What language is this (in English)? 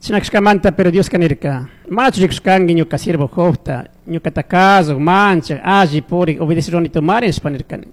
Chimborazo Highland Quichua